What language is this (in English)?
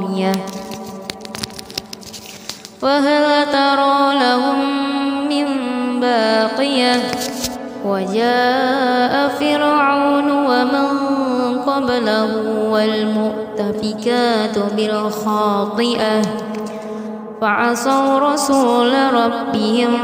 Arabic